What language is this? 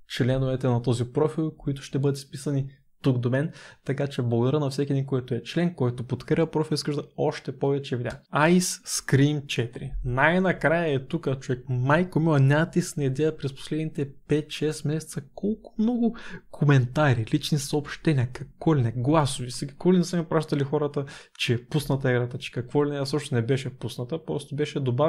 Bulgarian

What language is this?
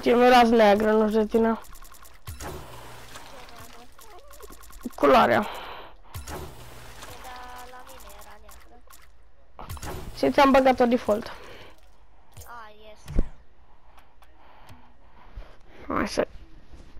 Romanian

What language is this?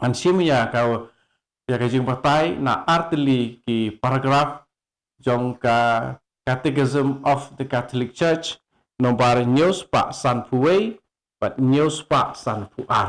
Khasi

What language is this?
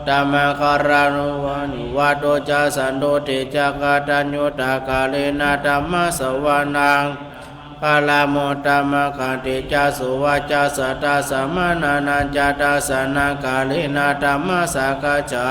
Pali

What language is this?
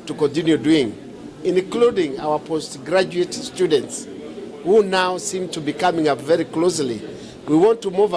Meru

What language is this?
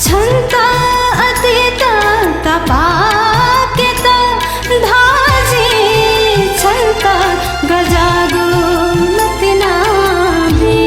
Newari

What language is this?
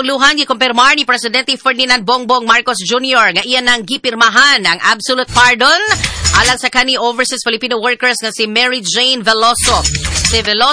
Cebuano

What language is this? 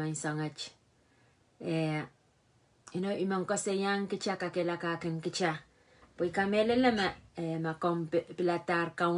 Pohnpeian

